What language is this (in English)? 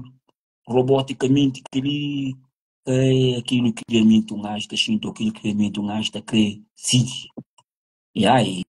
Kabuverdianu